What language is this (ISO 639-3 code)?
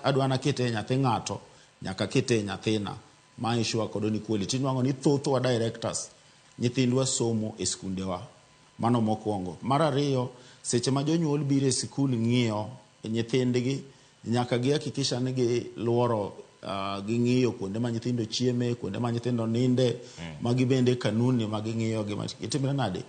luo